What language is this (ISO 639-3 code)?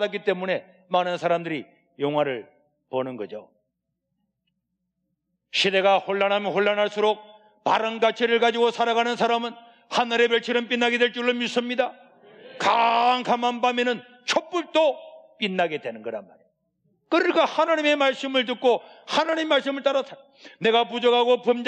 kor